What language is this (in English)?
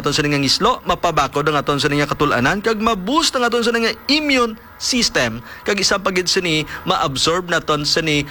Hiligaynon